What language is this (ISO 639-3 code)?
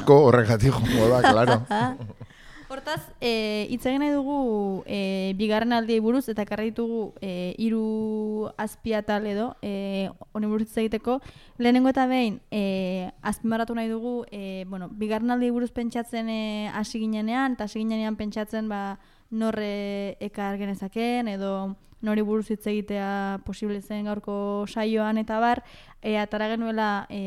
eus